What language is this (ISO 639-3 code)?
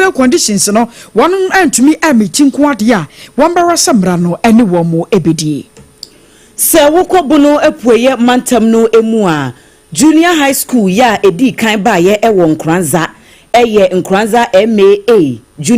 aka